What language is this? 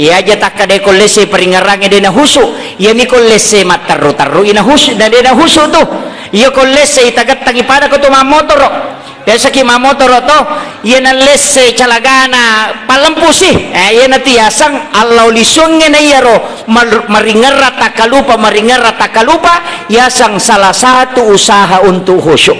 Buginese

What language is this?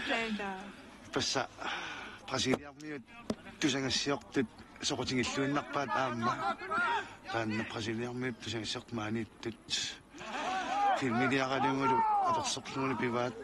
Kalaallisut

